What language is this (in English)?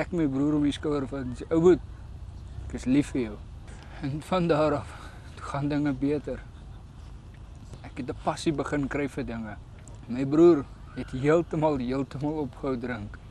Afrikaans